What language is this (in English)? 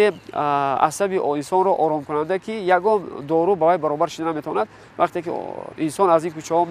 Tajik